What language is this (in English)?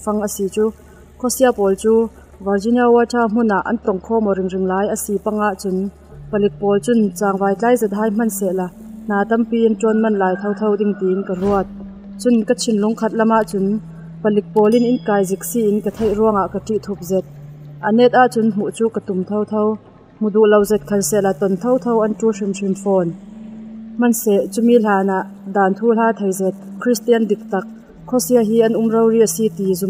Falam Chin